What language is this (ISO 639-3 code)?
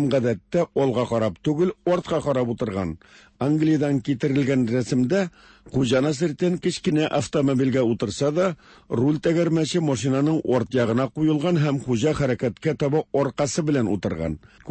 tat